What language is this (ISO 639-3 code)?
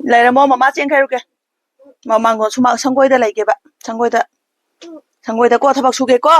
mni